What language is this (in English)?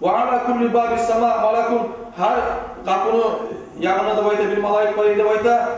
Kumyk